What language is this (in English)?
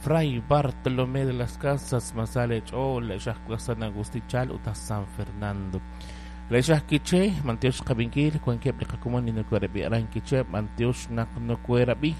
Kekchí